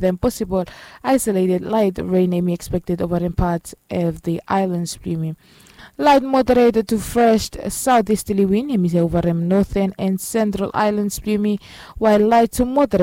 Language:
Bislama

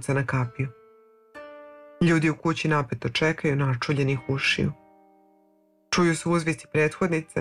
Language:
Serbian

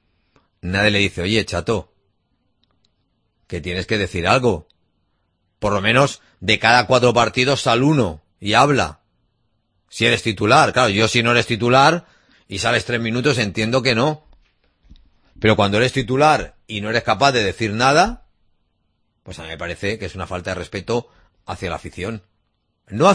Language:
Spanish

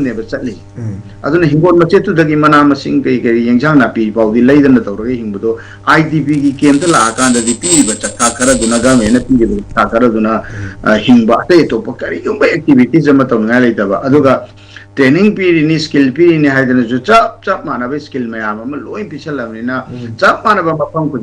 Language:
Manipuri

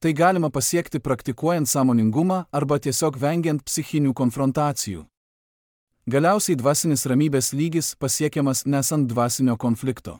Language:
Lithuanian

